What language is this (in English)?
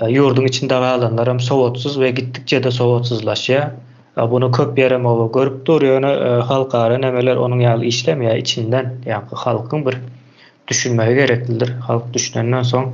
Turkmen